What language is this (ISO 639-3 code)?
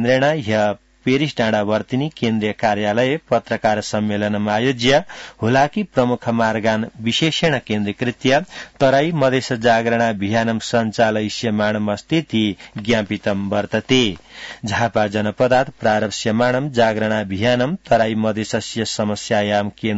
san